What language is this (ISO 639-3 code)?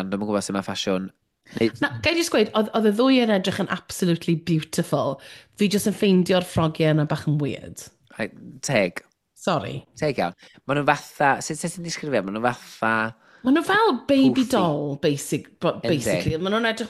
cym